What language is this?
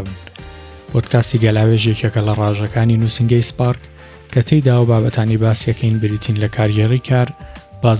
Central Kurdish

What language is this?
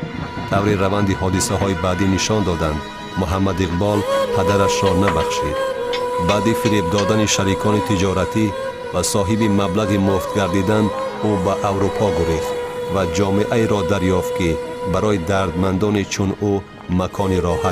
Tajik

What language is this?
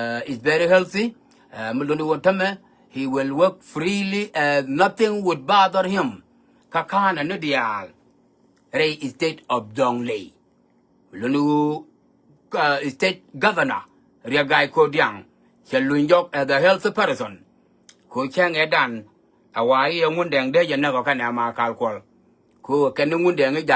Nuer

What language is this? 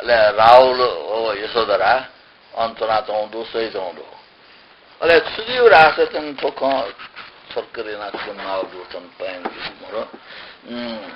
Newari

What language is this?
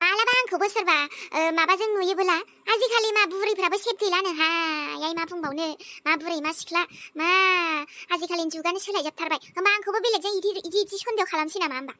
Bodo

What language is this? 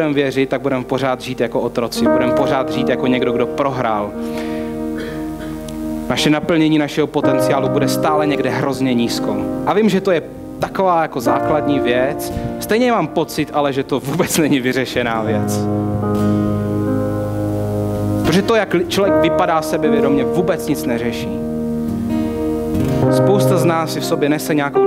Czech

